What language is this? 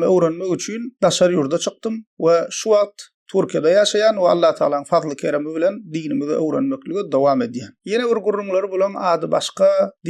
Turkmen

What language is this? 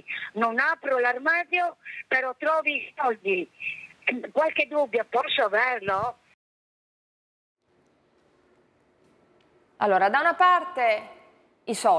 Italian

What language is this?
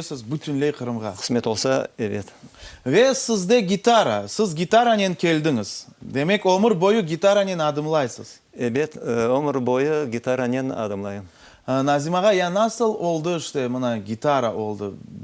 Crimean Tatar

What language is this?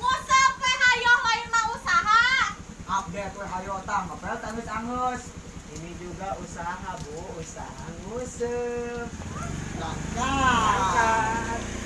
Sundanese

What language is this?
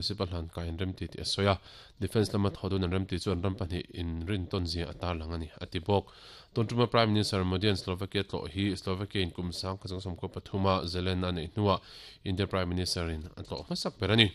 Mizo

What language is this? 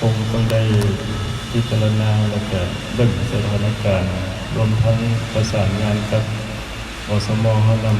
Lao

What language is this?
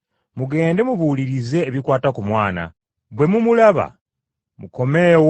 Ganda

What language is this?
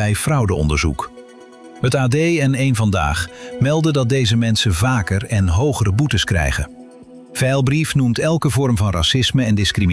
Dutch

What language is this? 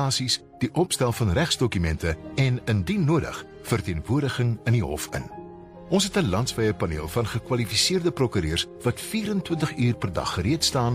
Afrikaans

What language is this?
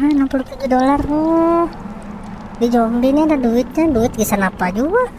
Banjar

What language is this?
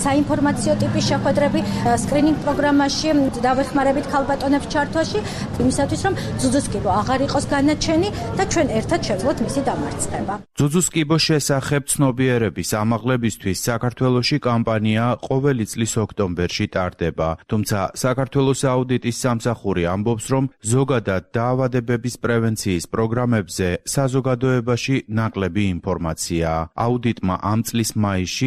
Georgian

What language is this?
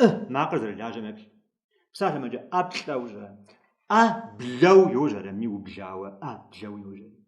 Kabardian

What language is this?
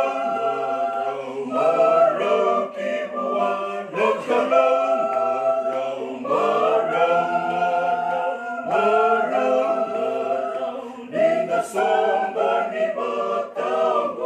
Fijian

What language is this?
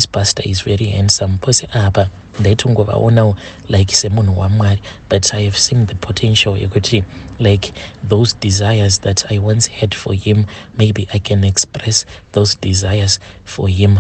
Shona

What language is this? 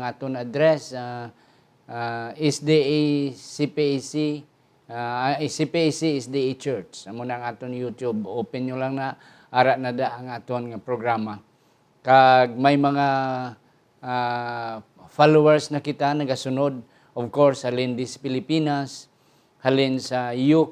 Hiligaynon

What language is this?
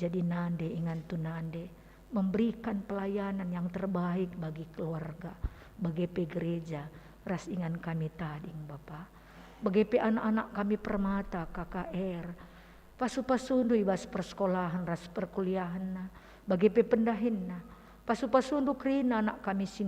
Batak Karo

